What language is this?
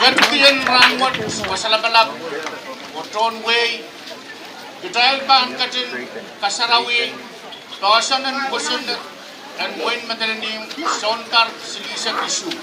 Pohnpeian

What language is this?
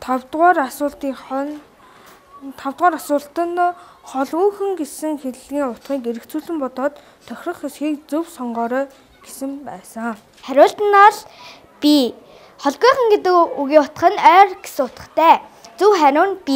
Mongolian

